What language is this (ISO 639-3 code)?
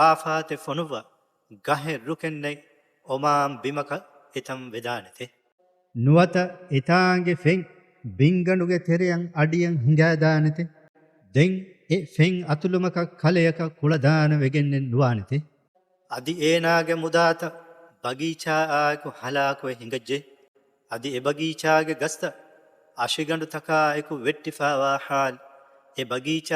div